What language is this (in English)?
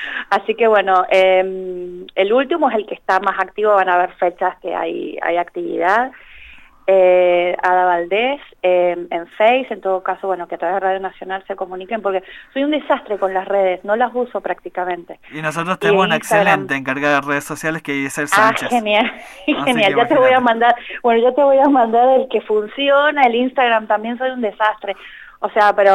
Spanish